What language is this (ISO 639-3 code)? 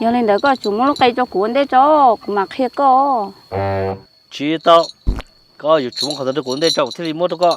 hmn